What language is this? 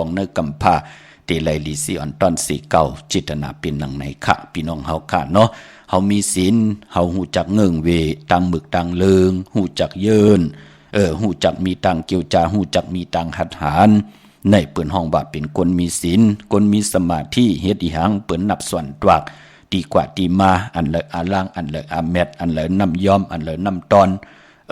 Shan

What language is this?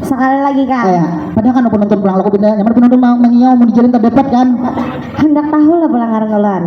Banjar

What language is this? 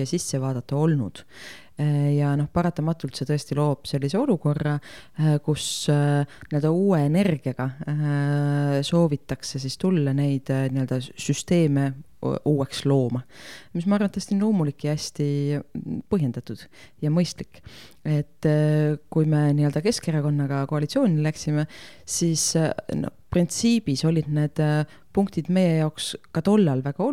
Estonian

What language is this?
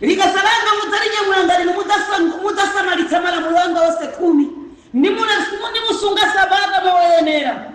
Nyanja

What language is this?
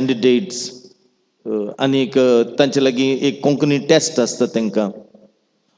Konkani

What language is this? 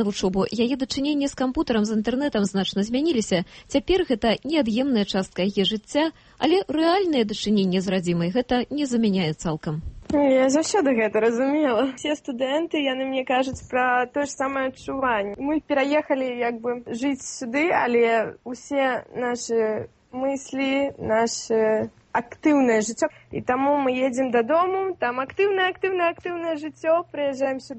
Belarusian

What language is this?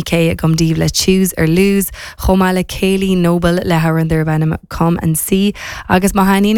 Irish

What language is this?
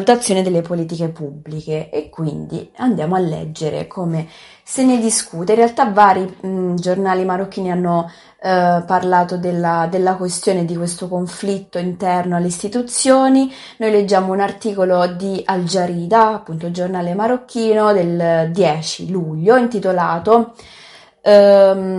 Italian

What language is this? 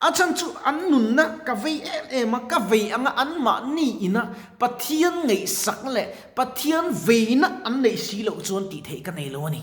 Mizo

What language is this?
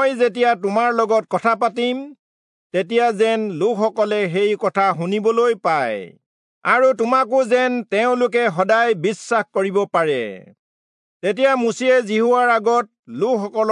Assamese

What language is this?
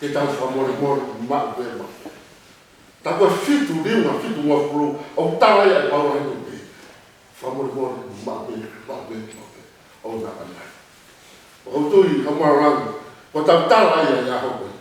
Tongan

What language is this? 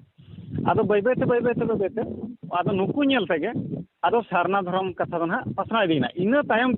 Santali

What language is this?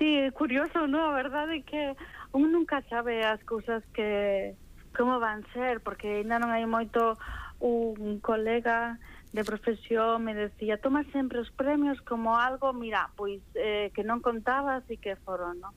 Galician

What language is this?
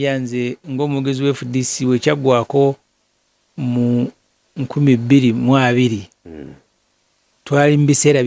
Ganda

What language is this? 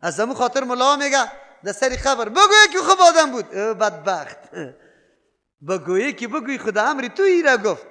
Persian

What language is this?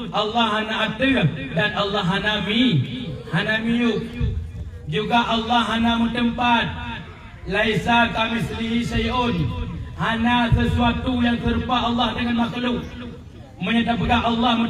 Achinese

